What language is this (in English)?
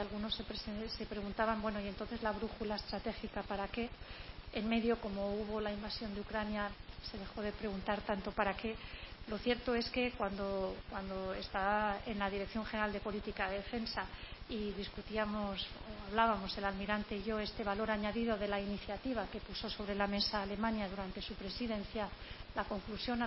Spanish